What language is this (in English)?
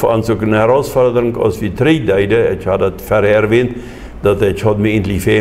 Plautdietsch